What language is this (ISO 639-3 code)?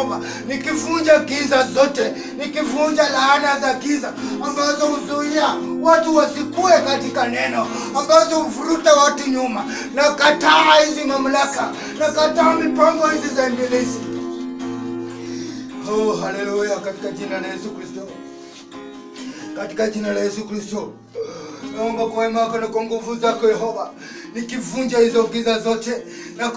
swa